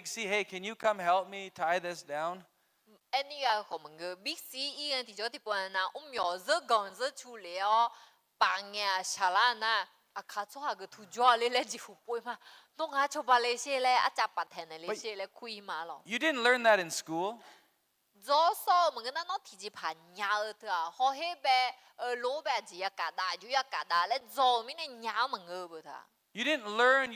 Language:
Akha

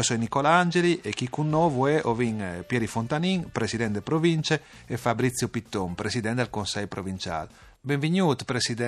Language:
Friulian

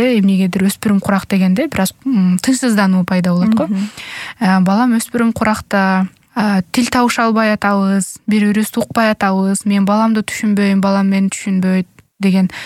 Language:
Kyrgyz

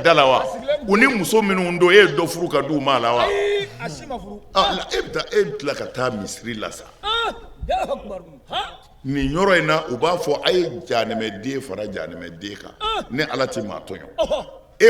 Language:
Bambara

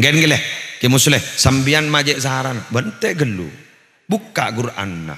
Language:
Madurese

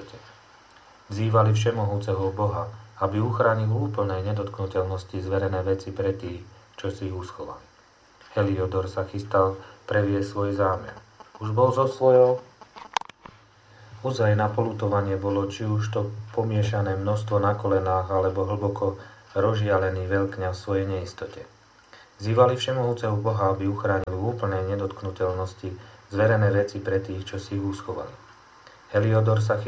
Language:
Slovak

